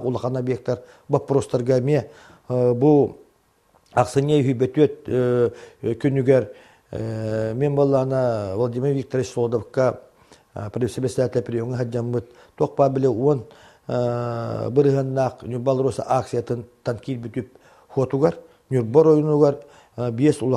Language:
Yakut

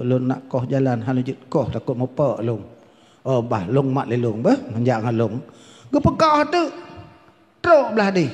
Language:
Achinese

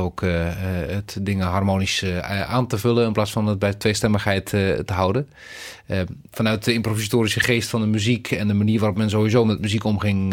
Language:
Dutch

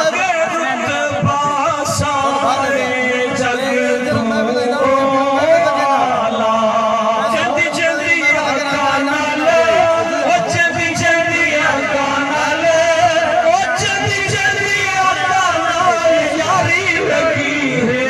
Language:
Saraiki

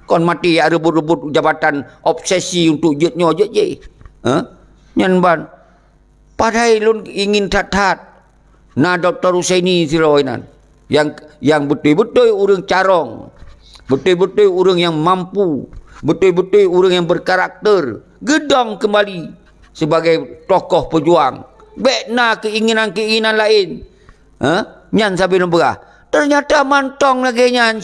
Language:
Achinese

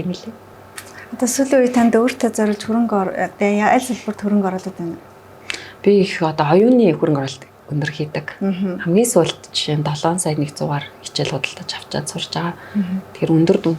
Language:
Mongolian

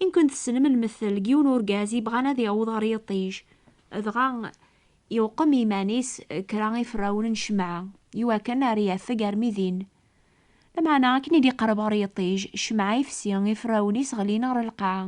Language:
Kabyle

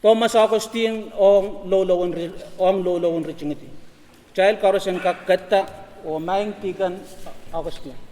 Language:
Pohnpeian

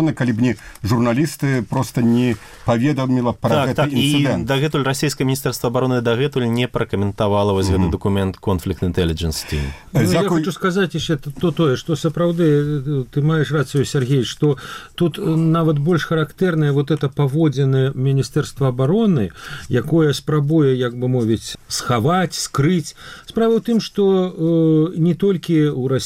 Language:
Belarusian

